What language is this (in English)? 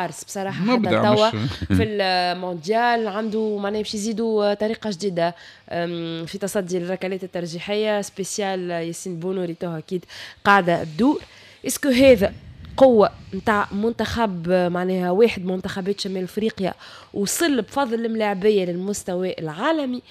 Tunisian Arabic